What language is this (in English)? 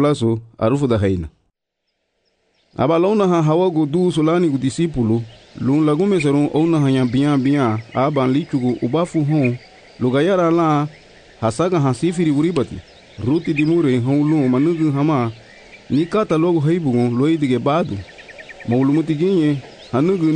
Garifuna